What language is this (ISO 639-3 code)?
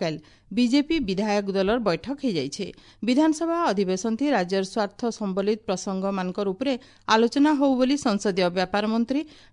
ori